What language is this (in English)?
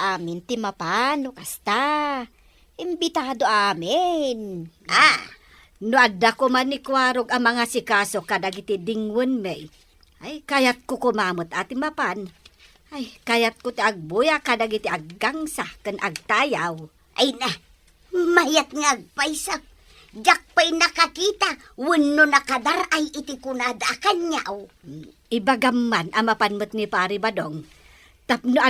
Iloko